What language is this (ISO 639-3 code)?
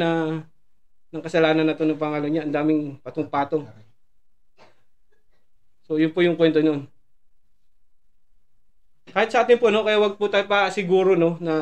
fil